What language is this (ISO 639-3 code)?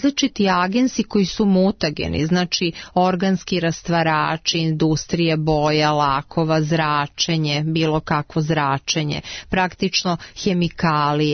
srp